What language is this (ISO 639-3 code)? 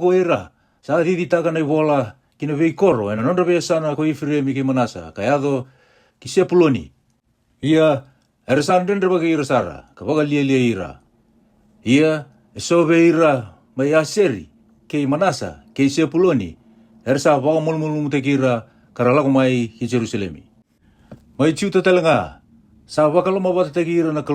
fij